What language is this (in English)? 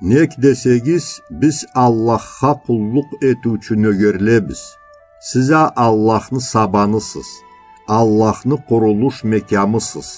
Karachay-Balkar